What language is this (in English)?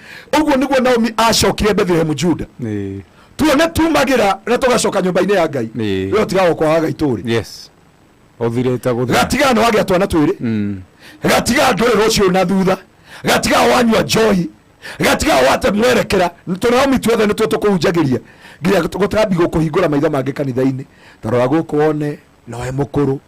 Kikuyu